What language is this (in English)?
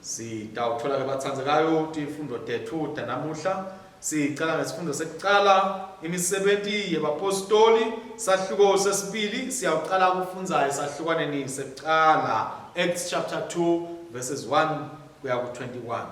Swati